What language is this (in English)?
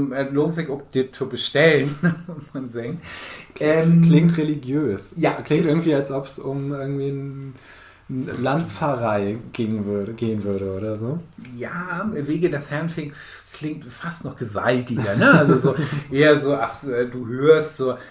Low German